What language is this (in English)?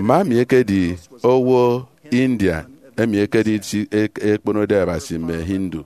Efik